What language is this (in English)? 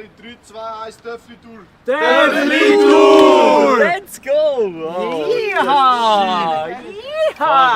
Swiss German